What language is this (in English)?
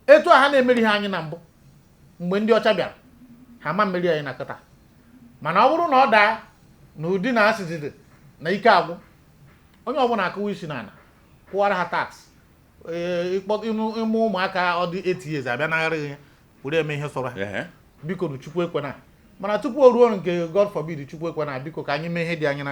Igbo